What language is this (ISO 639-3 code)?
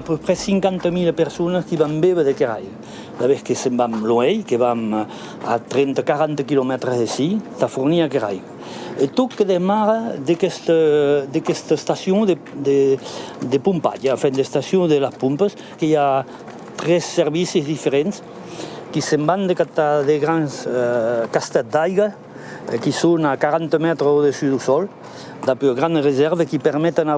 oci